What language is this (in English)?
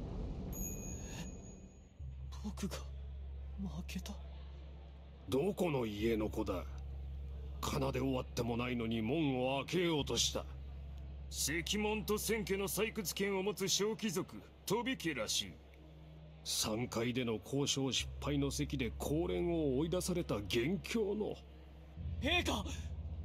Japanese